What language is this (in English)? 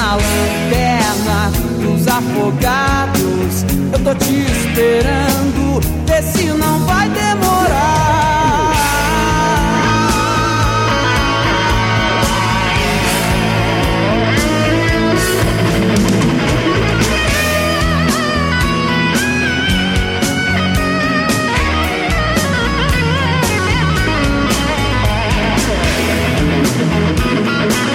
Portuguese